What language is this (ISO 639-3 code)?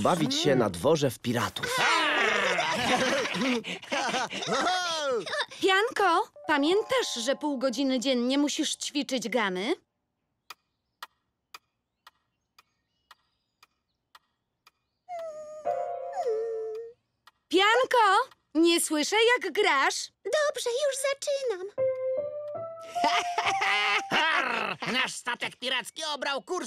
pol